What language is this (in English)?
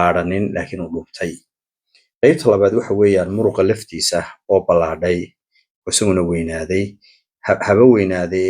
Somali